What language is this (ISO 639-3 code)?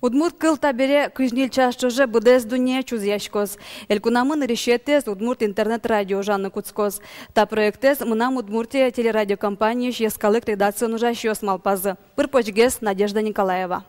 udm